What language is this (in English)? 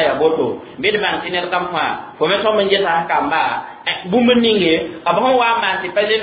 Mossi